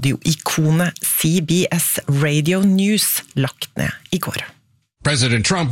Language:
Norwegian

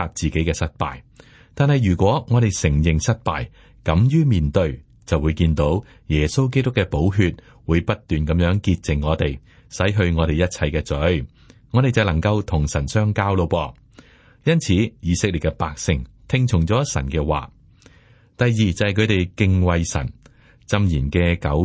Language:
Cantonese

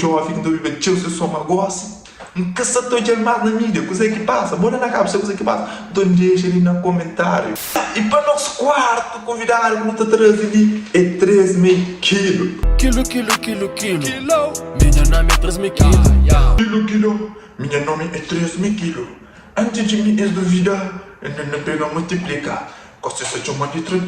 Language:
Kabuverdianu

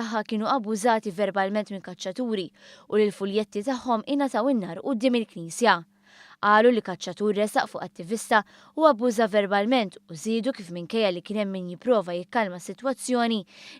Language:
Maltese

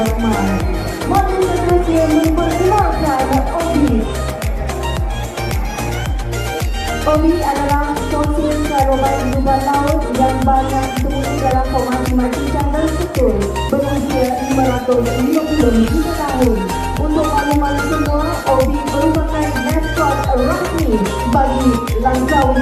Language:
Malay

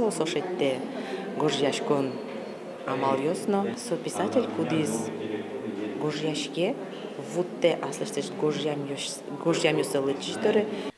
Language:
Udmurt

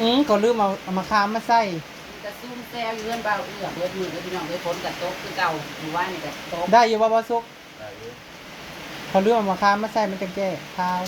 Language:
Northeastern Thai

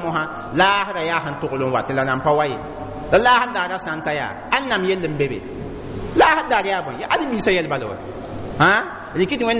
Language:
Mossi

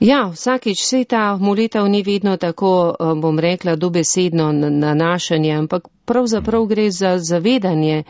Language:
Slovenian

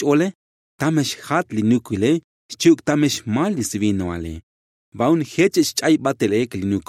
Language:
Tzotzil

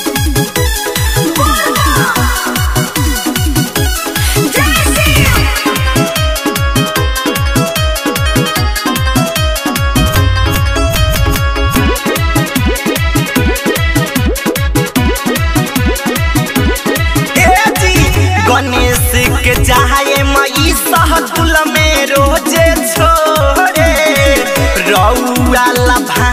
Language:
Bhojpuri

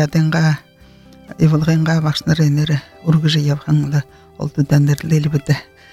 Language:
Buriat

